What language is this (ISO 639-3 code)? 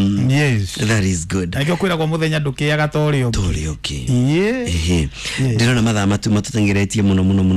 kik